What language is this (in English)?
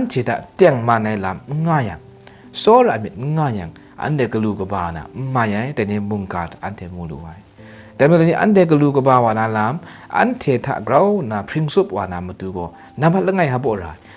Kachin